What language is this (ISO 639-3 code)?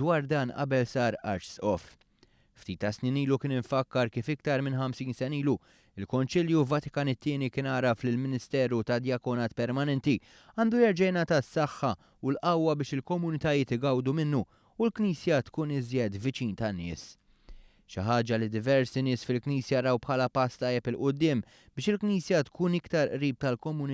mlt